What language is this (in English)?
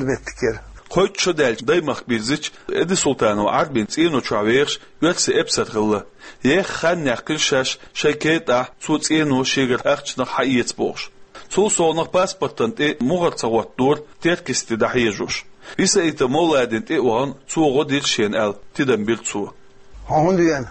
Chechen